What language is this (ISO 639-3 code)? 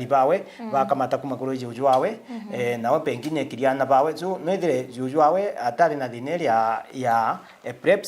mer